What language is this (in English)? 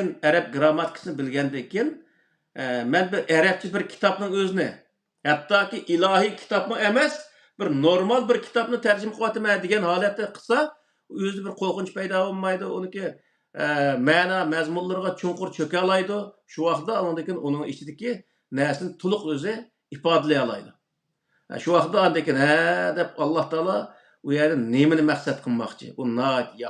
Uyghur